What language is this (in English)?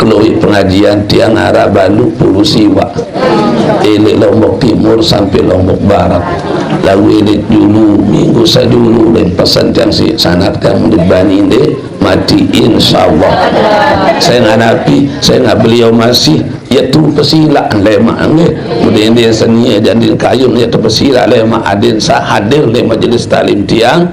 Sasak